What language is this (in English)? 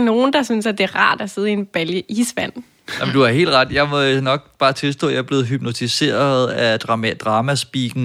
Danish